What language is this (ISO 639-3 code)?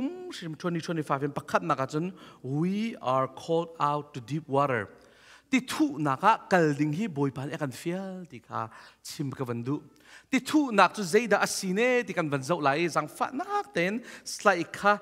cnh